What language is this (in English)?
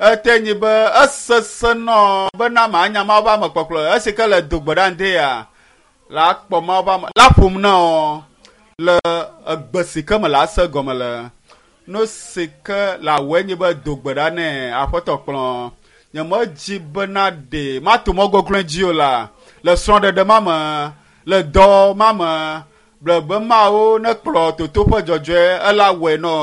Ewe